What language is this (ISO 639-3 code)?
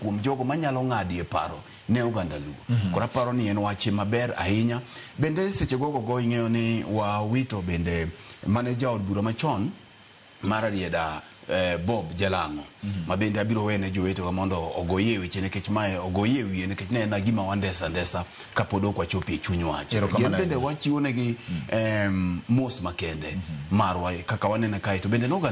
luo